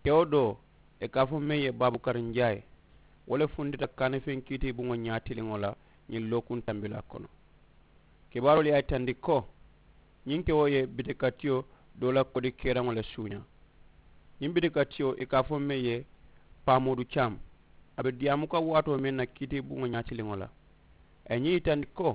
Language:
Mandingo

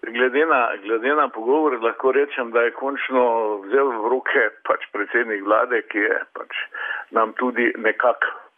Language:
Slovenian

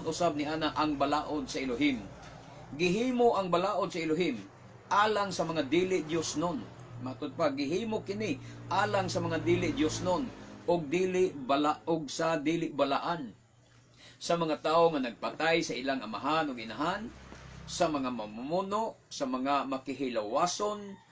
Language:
Cebuano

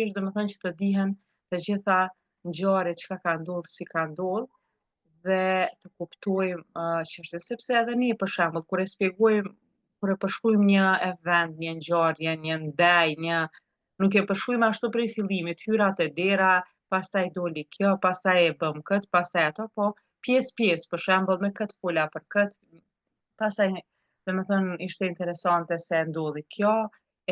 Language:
Albanian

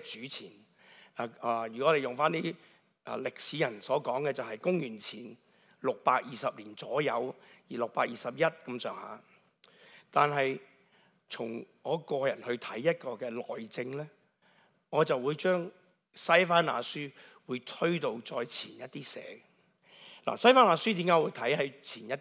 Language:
Cantonese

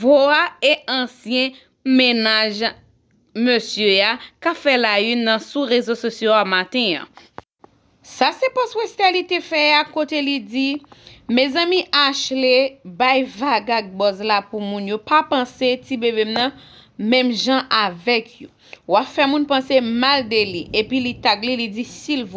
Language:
Haitian Creole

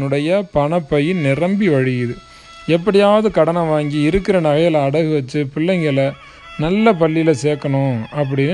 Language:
Tamil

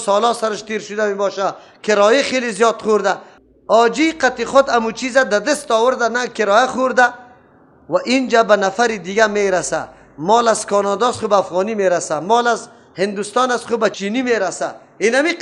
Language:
Persian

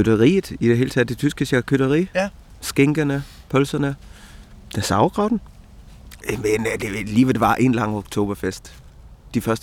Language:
Danish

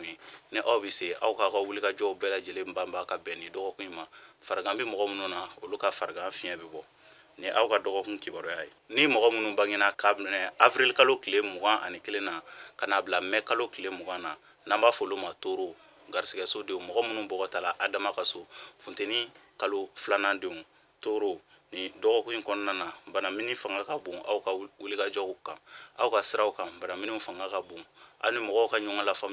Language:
Bambara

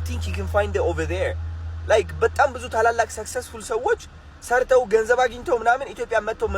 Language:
Amharic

